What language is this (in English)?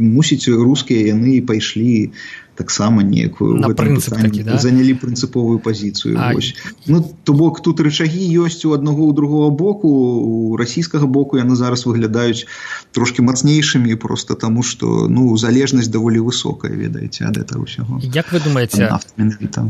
Belarusian